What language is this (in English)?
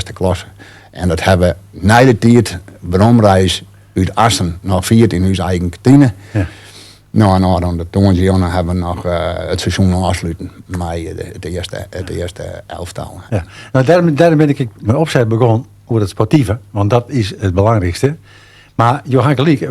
Western Frisian